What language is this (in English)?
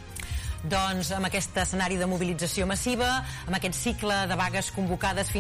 Catalan